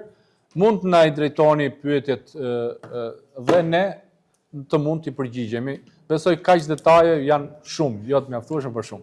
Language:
Albanian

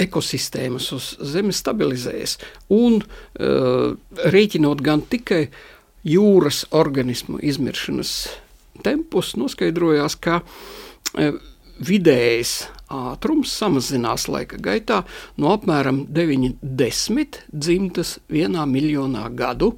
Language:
Latvian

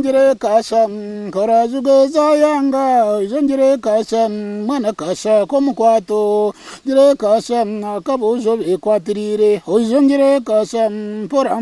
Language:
Nyankole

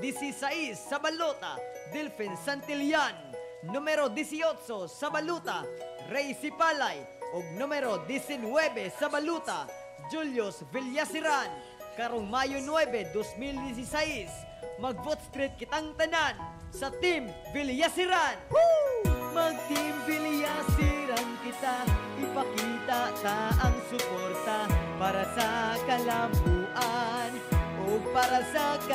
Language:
Cebuano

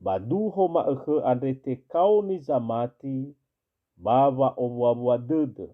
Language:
Nias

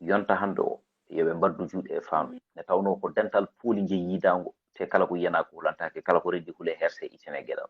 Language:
Fula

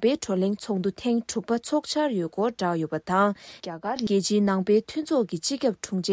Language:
Tibetan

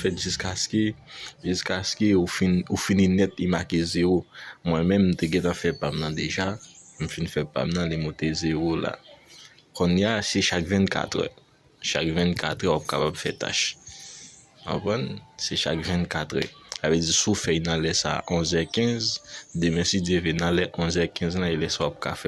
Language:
Haitian Creole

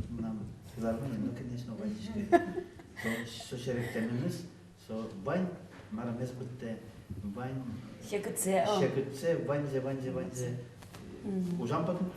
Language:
Udmurt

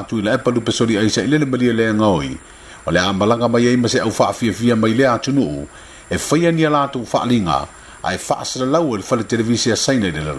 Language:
Samoan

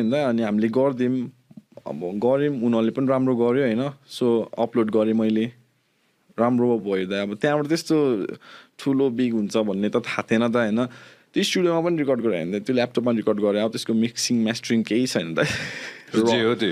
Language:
Nepali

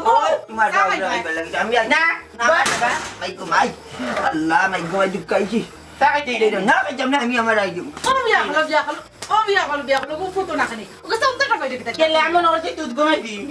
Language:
Sylheti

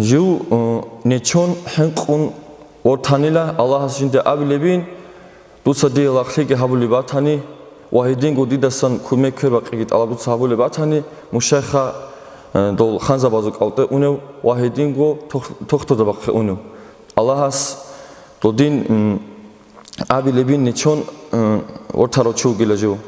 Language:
Avaric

